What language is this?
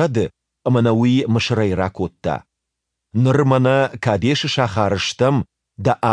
Ossetic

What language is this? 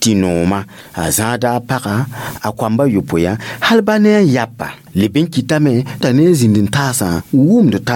Mossi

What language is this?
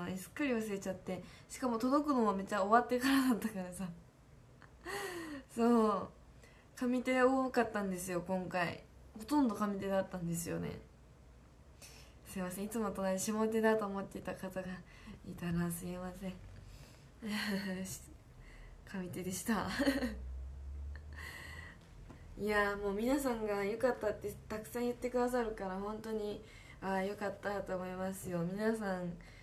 Japanese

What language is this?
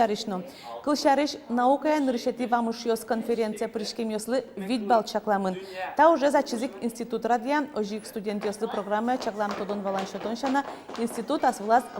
Udmurt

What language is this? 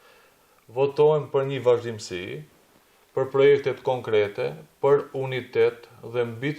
Albanian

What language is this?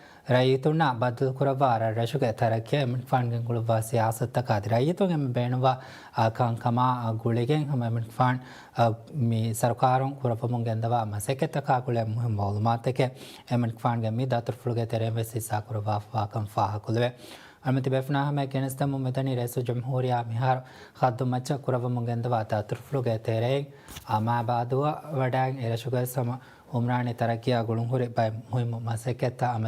Divehi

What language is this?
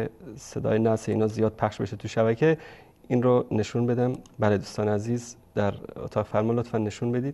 Persian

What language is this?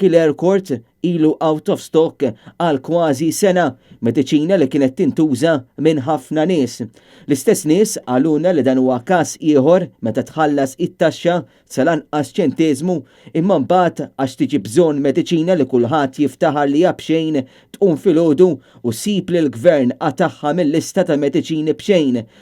Maltese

